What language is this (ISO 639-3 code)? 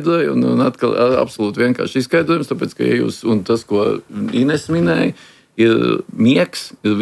lav